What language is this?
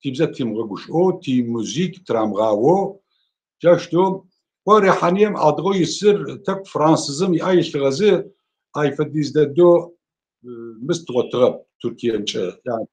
Adyghe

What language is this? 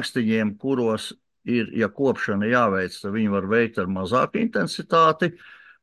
Latvian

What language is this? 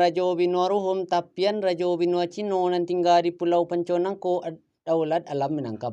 Minangkabau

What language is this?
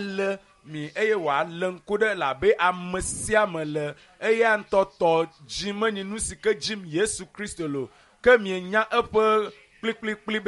Ewe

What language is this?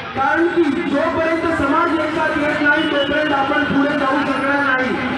Marathi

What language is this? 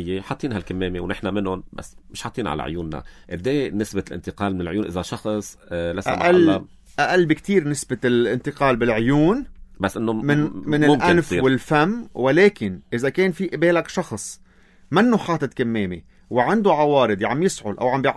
North Levantine Arabic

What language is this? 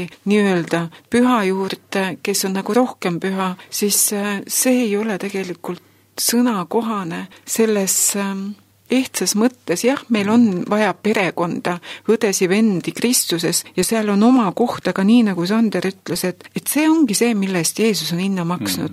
Estonian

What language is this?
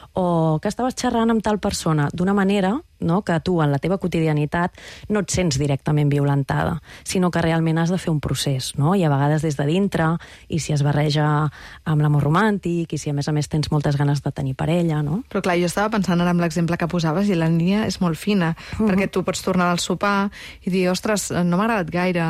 Catalan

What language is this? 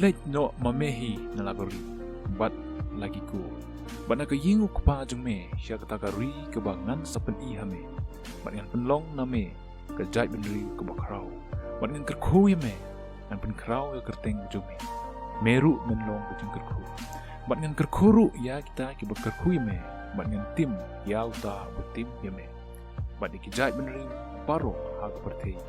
Khasi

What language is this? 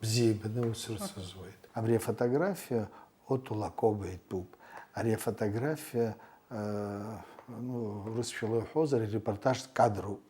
Abkhazian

